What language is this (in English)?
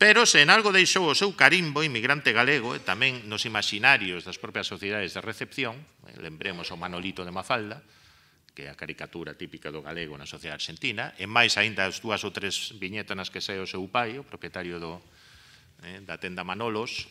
Galician